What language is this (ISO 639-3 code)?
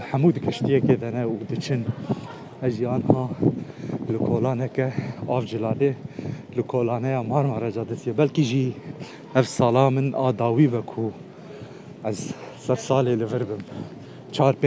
kur